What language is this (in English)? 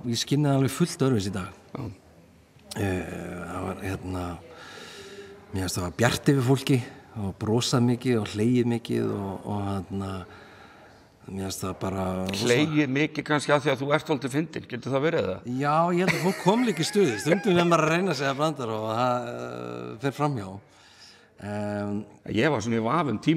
Icelandic